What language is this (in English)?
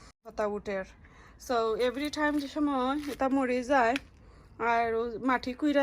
Sylheti